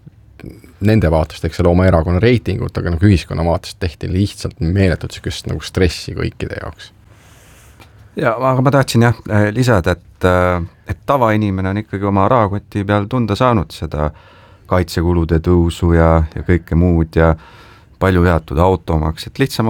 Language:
Estonian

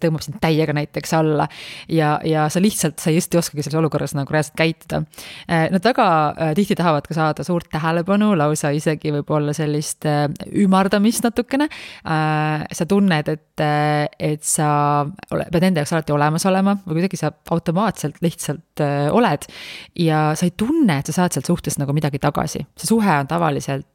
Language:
Estonian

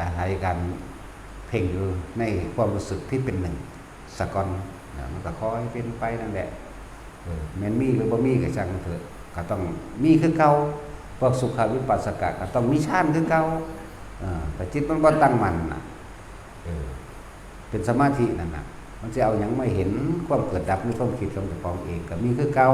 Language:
Northeastern Thai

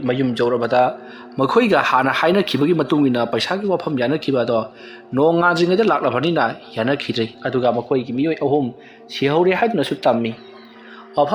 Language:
Manipuri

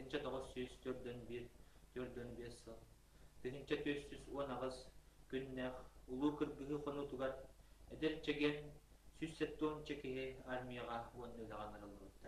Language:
Yakut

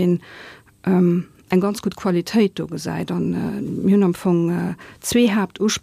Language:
Luxembourgish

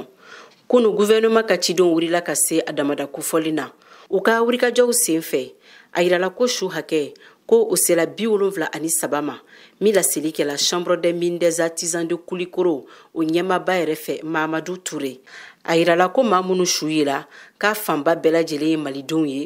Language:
Bambara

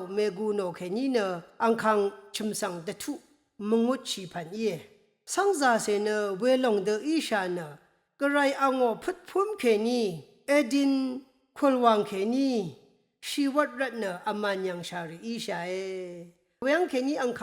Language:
Rawang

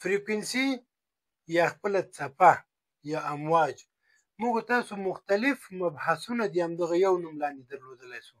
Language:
Pashto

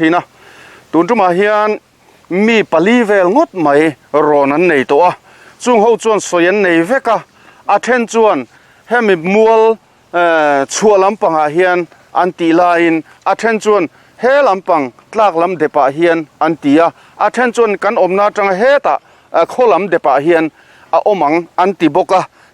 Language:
Mizo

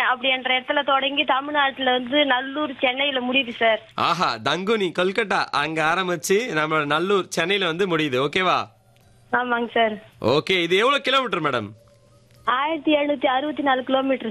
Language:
Tamil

